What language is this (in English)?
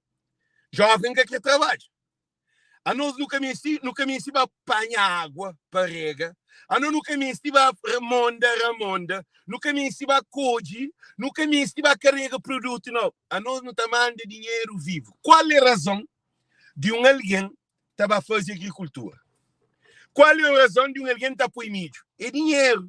Kabuverdianu